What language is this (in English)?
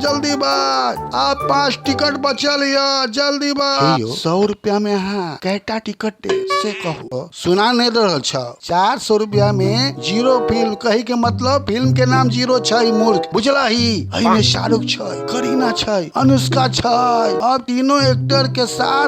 Maithili